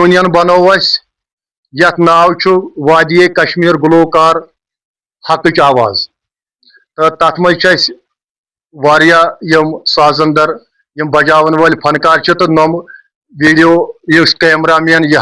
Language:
Kashmiri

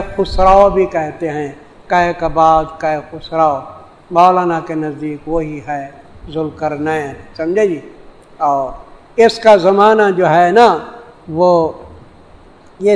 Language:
Urdu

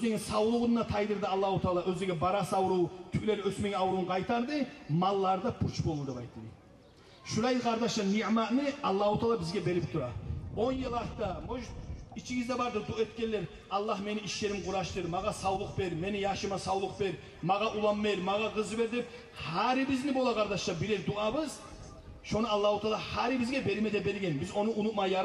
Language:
Kumyk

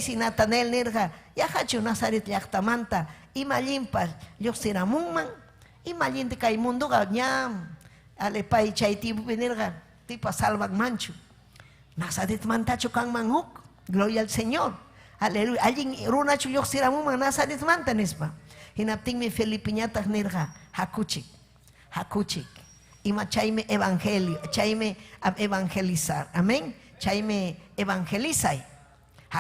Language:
Ayacucho Quechua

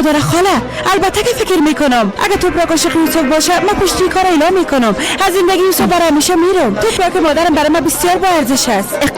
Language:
Persian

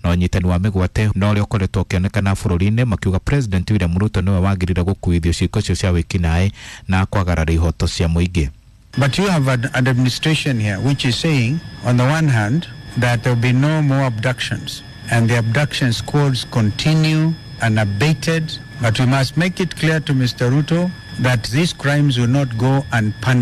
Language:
Kikuyu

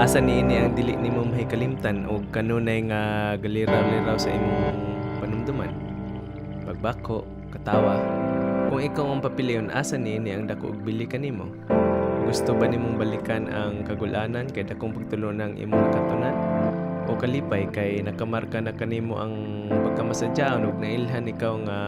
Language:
Cebuano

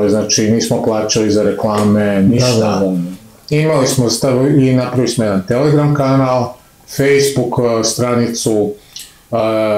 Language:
Serbian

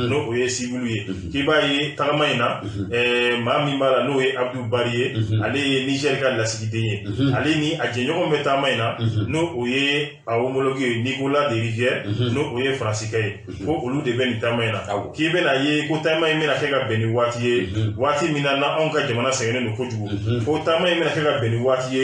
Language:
Bambara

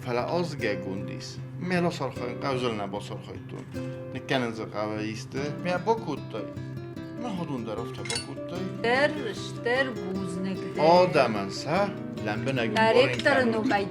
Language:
Ossetic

